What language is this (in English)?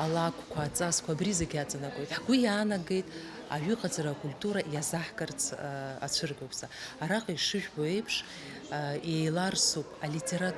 Abkhazian